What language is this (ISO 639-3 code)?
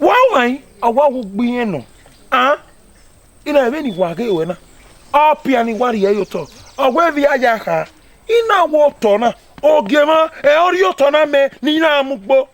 bin